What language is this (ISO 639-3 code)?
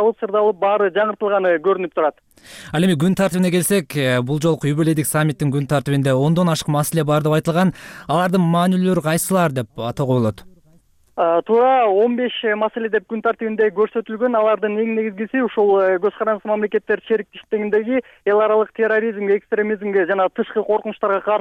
kir